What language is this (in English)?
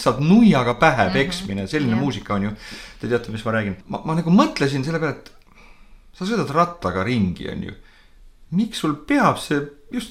Estonian